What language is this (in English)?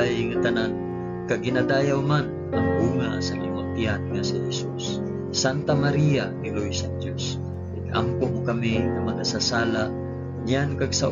Hiligaynon